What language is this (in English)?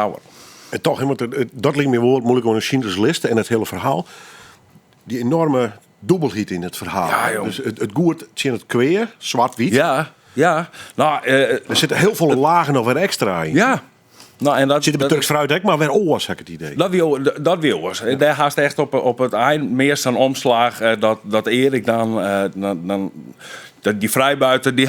Western Frisian